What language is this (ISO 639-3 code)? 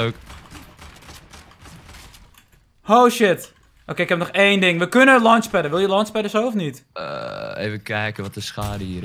nld